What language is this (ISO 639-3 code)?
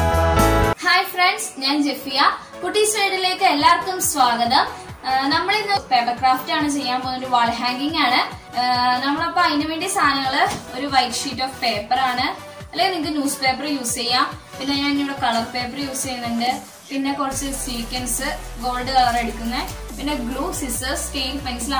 mal